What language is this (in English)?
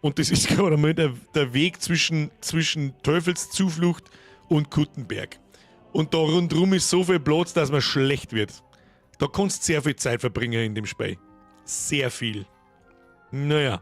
Bavarian